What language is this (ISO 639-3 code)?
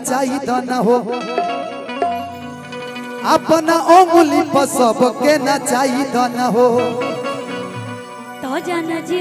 bho